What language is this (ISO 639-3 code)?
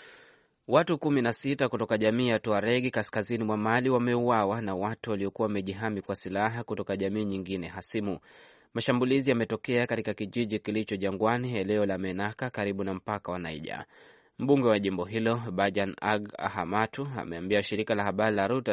swa